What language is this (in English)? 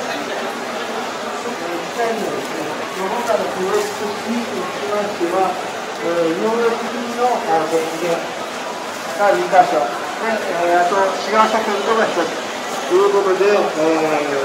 Japanese